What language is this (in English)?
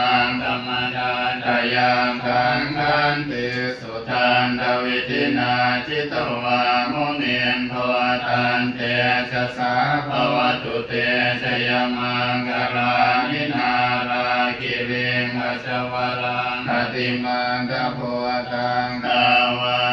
Pali